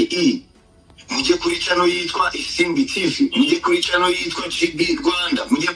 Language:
Kinyarwanda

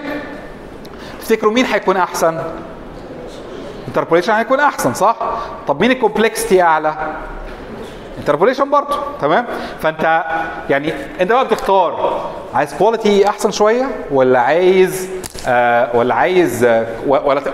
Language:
Egyptian Arabic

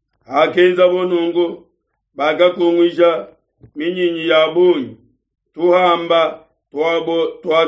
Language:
Luba-Lulua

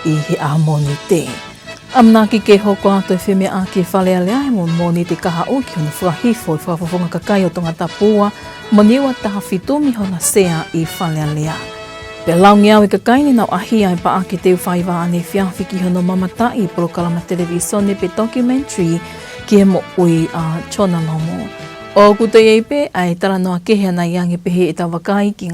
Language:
Tongan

